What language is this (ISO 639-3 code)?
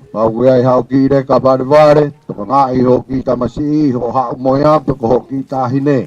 ton